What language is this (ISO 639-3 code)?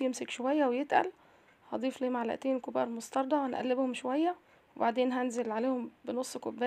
arz